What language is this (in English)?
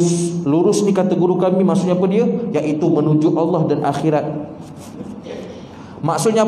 Malay